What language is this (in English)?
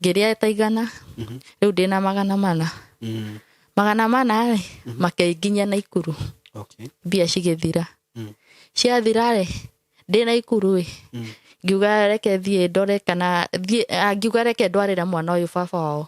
Kikuyu